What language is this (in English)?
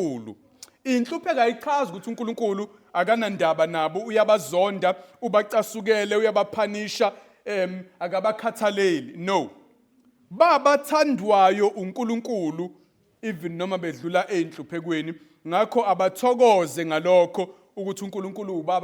Zulu